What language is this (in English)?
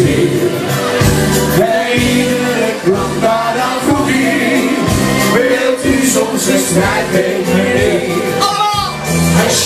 Dutch